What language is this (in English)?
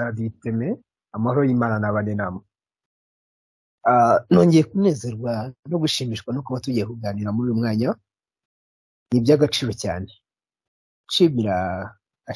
Kinyarwanda